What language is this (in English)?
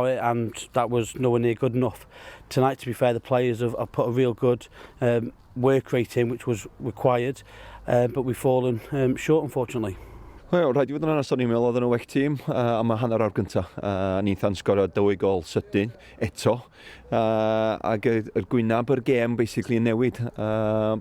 Welsh